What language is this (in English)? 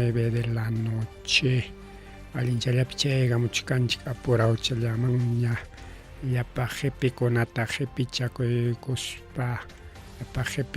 Ayacucho Quechua